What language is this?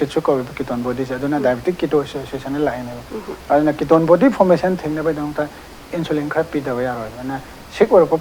Manipuri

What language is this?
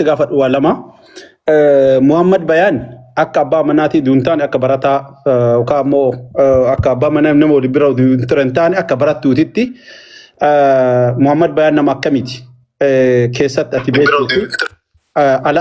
Oromo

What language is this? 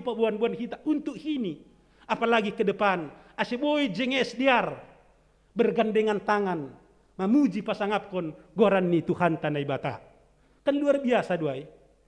Batak Simalungun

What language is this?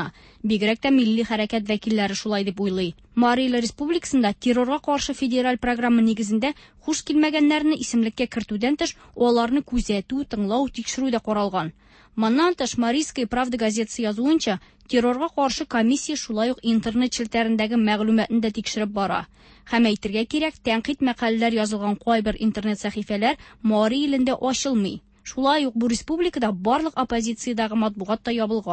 Tatar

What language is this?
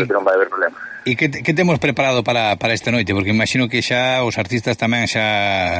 Galician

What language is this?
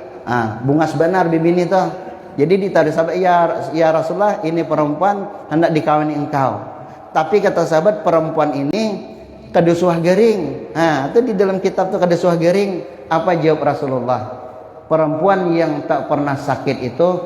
Banjar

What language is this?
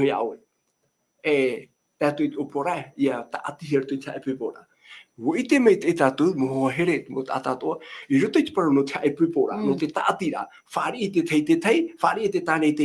Tahitian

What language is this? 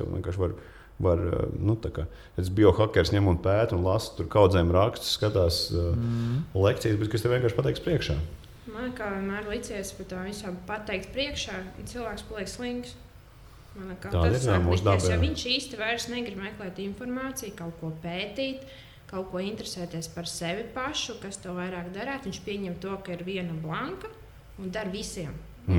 Latvian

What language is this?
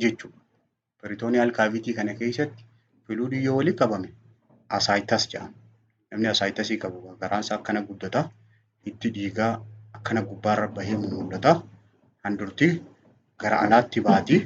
Oromo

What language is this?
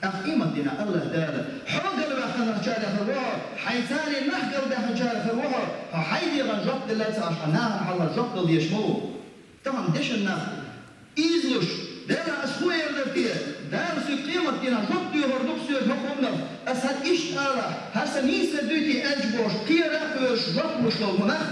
Chechen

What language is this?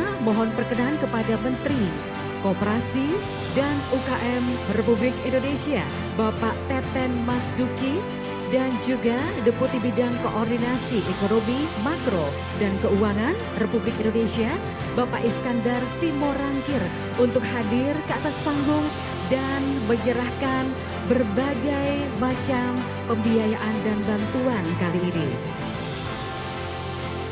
Indonesian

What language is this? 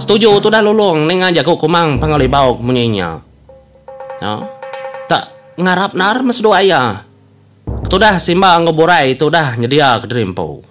Iban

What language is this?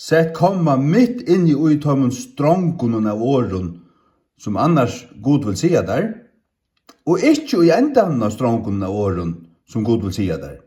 Faroese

